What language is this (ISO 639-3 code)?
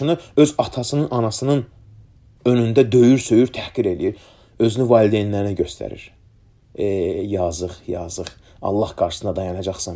aze